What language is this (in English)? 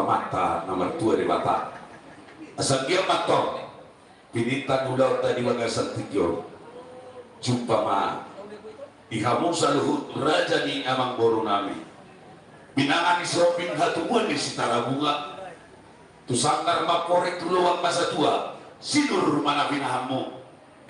Batak Toba